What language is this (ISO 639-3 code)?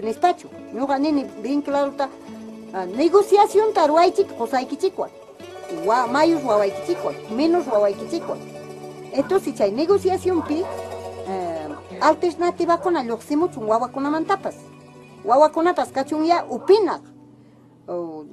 quy